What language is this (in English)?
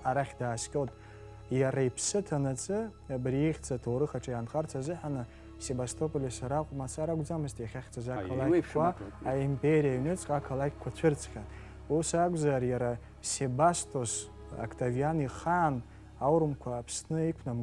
Abkhazian